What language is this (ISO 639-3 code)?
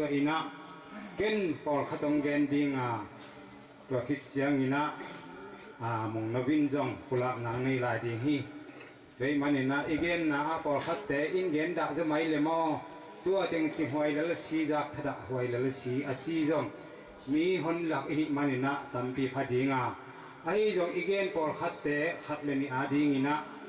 ctd